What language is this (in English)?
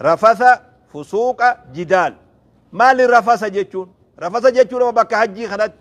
Oromo